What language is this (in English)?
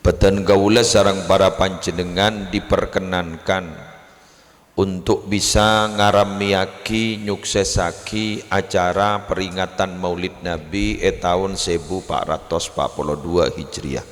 Madurese